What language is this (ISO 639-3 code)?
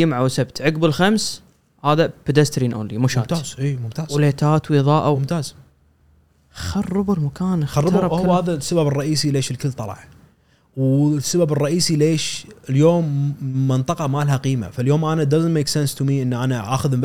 afb